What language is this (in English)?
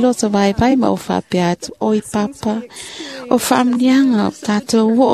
Samoan